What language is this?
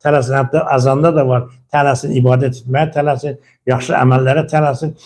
Azerbaijani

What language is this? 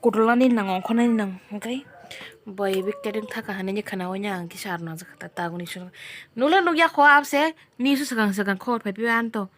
Kok Borok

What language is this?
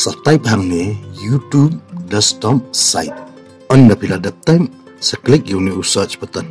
Khasi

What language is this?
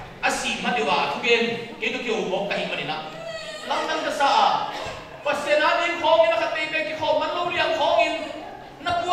Tedim Chin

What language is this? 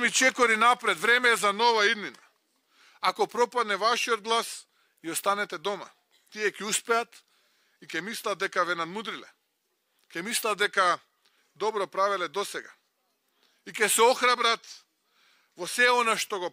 Macedonian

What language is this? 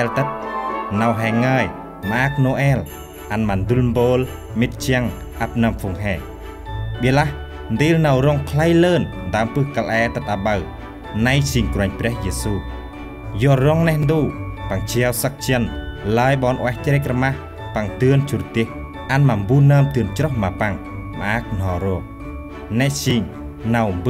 Central Mnong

